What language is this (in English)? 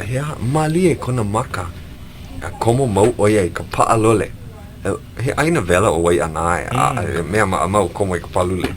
Hawaiian